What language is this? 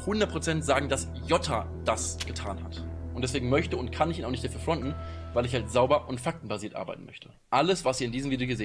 Swiss German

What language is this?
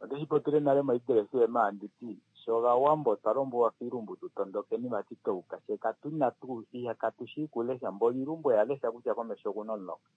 Kuanyama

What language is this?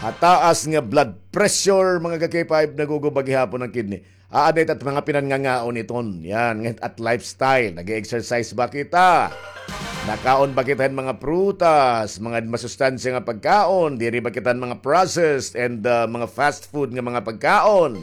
Waray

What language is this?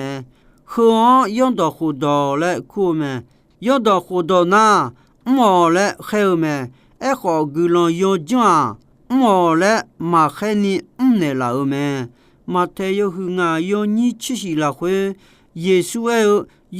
Akha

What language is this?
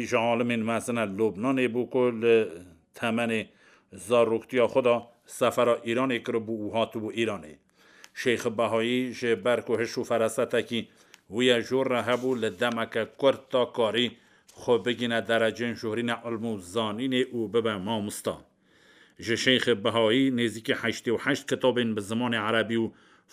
Kurdish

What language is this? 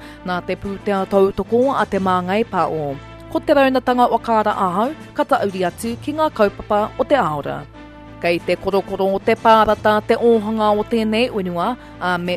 Māori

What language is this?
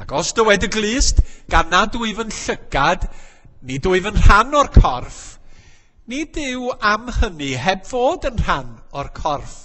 Welsh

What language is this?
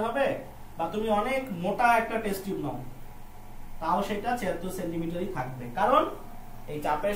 Bangla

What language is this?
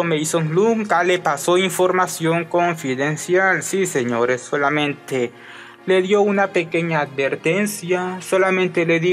Spanish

